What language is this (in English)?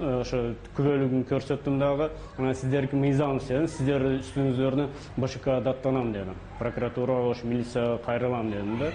Kyrgyz